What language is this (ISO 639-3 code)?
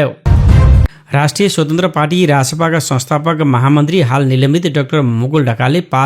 nep